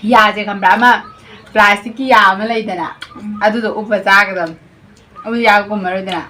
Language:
Manipuri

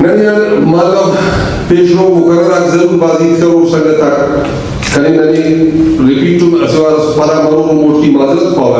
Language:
Brahui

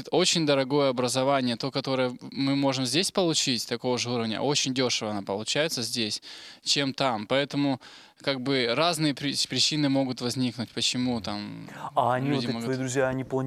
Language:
Russian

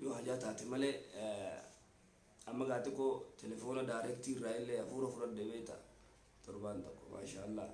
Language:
Oromo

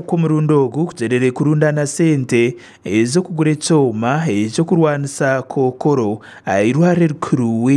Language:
Nyankole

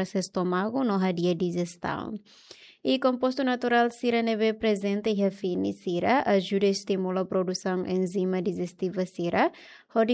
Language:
Tetum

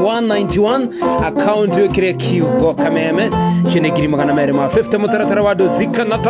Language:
Kikuyu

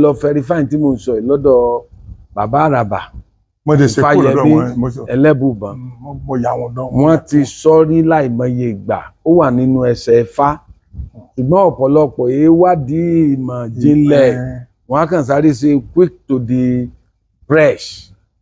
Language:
Yoruba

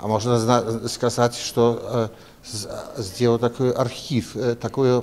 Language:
Belarusian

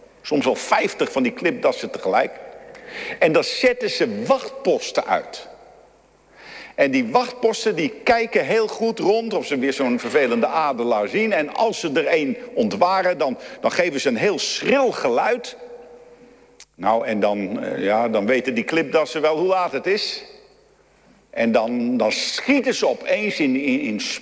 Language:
Dutch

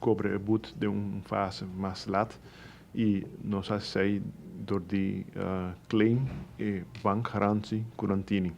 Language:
Papiamento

